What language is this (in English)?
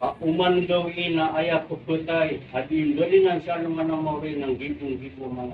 Maranao